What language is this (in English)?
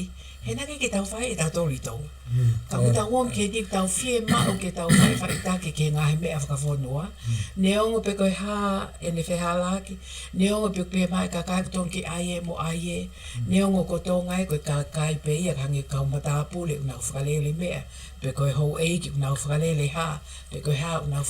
Tongan